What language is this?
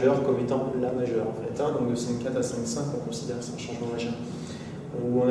French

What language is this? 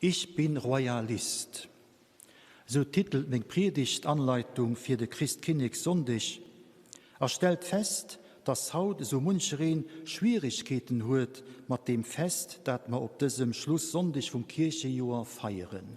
Luxembourgish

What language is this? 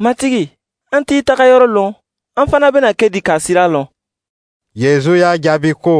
Dyula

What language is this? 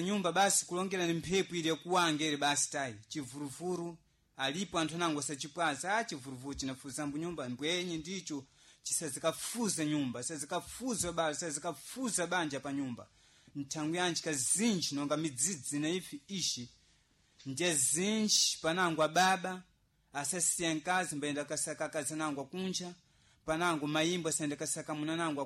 Sena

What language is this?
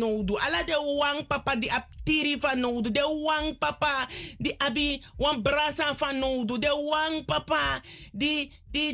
Sranan Tongo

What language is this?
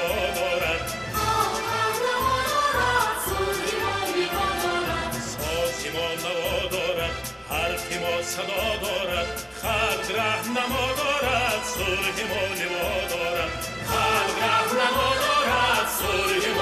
Tajik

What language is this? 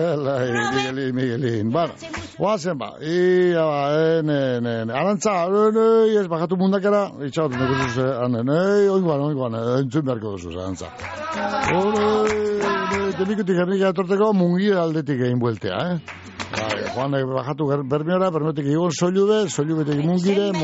Basque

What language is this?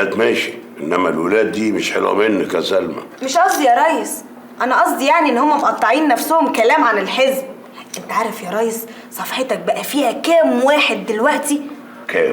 Egyptian Arabic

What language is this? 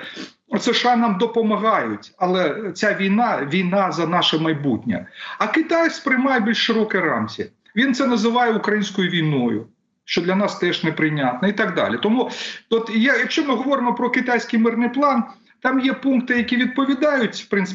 Ukrainian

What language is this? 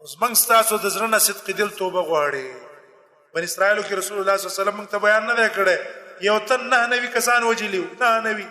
Pashto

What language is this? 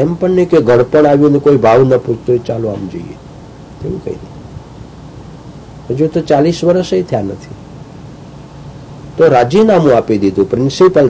Gujarati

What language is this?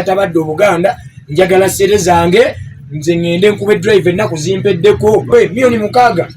Ganda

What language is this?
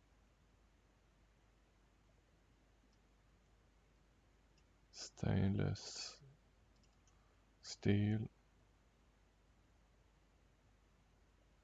Swedish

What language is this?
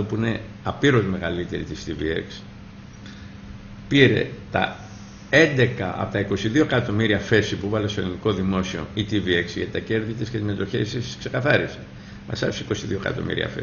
Greek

